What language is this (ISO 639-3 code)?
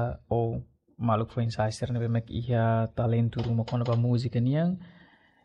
tet